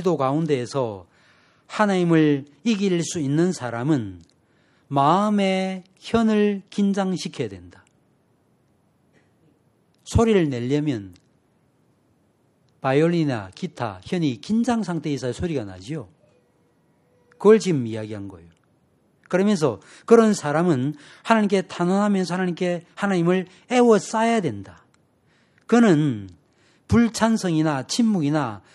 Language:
Korean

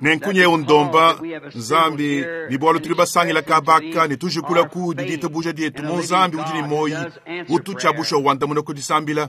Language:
Luba-Lulua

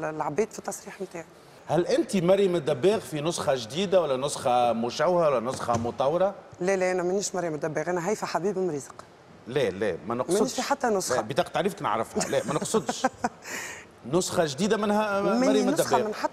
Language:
Tunisian Arabic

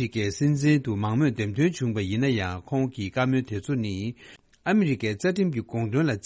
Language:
Tibetan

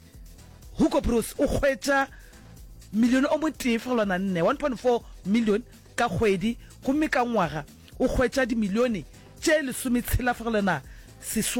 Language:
Northern Sotho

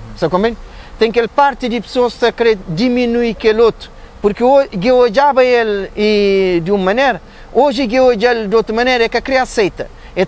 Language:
Kabuverdianu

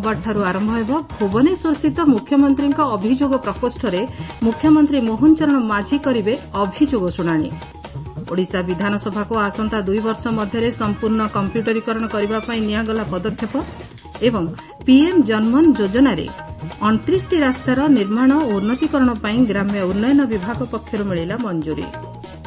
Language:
Odia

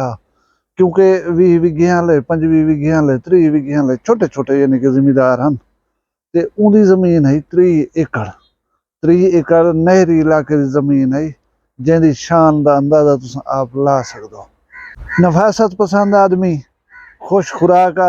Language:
Saraiki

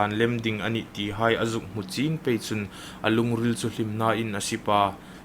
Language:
Hmar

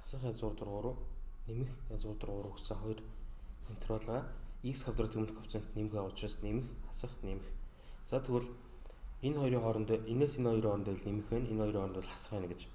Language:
Mongolian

